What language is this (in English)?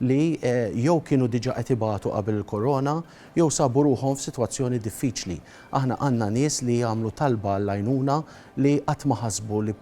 Maltese